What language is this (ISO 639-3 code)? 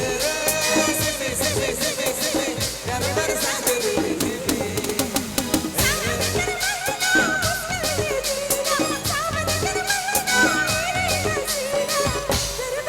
sck